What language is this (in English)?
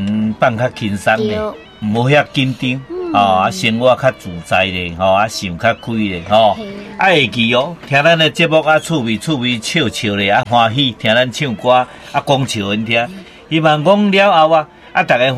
Min Nan Chinese